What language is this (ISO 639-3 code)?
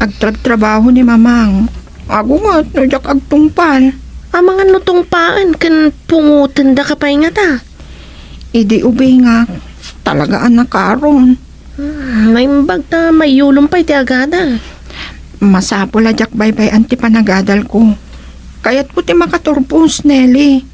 ilo